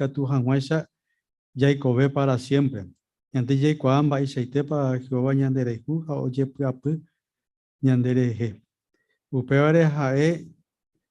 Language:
Guarani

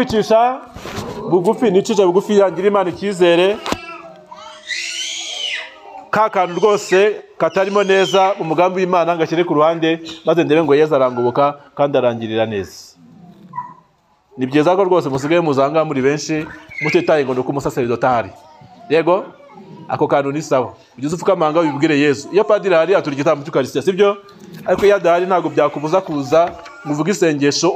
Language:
Kinyarwanda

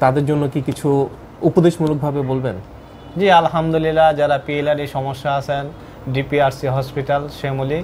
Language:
Bangla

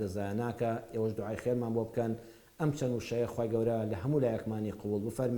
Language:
Central Kurdish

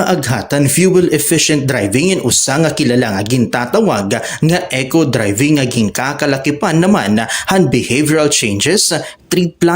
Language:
Waray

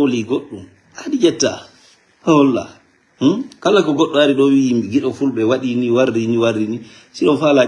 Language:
Fula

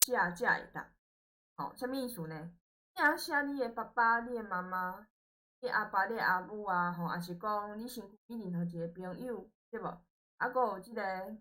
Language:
Min Nan Chinese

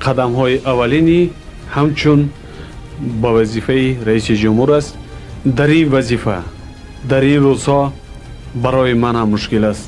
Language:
Tajik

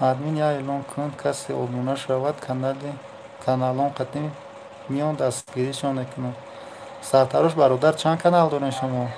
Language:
Tajik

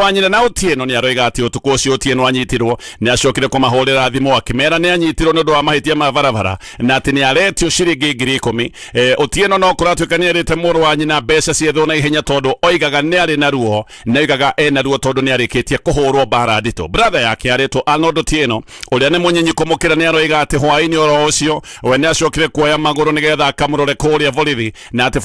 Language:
Kikuyu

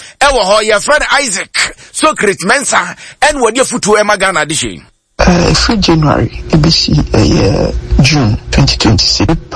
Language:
Akan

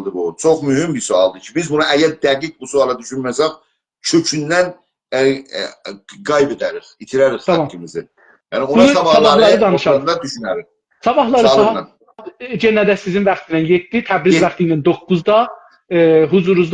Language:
South Azerbaijani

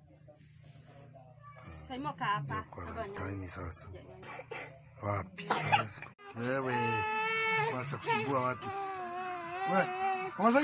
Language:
Swahili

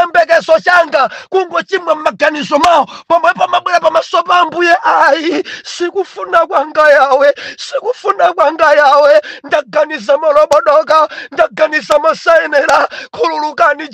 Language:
Nyanja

